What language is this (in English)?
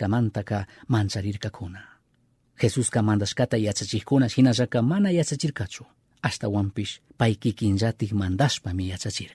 Chimborazo Highland Quichua